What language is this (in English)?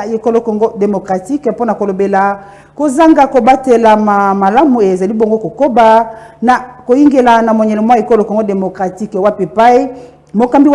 Lingala